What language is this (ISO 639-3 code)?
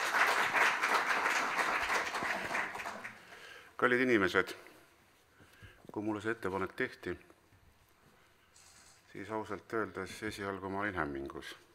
est